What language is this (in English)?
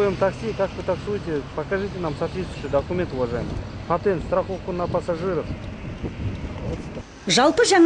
Kazakh